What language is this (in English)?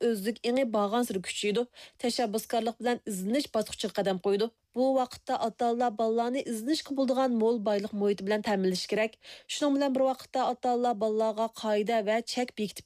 Uyghur